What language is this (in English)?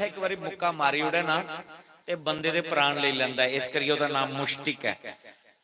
Dogri